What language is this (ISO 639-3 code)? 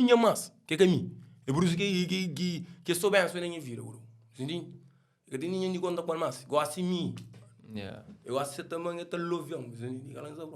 kea